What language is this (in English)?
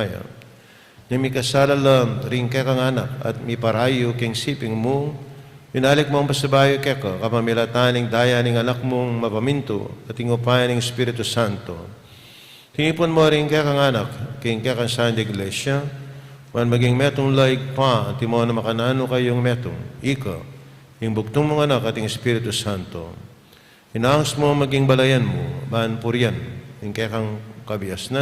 Pampanga